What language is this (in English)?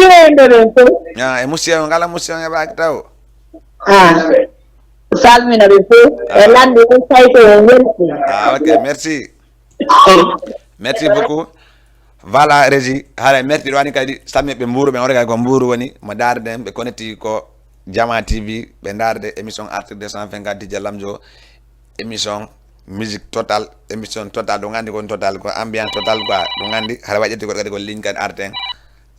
Fula